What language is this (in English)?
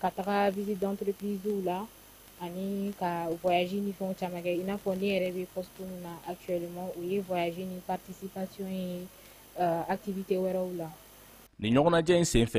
Bambara